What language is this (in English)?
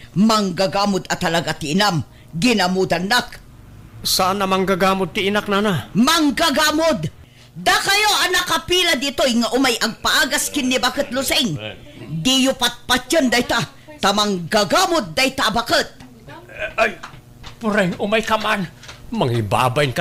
Iloko